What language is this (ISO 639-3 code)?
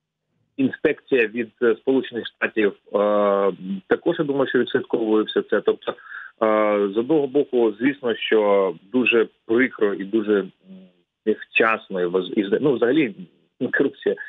ukr